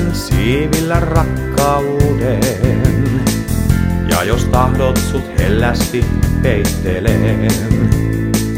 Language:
Finnish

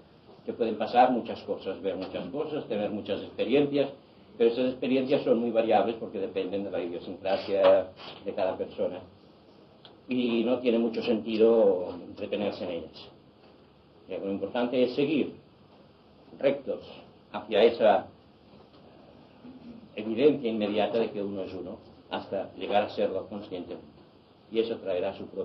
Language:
Spanish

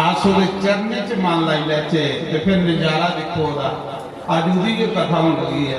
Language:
Dogri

